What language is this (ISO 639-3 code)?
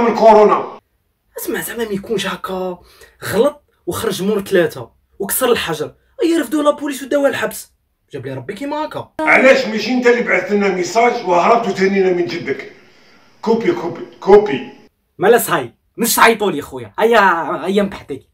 arq